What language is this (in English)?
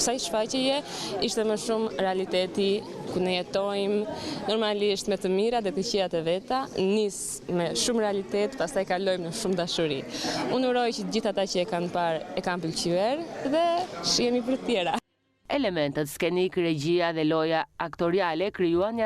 Albanian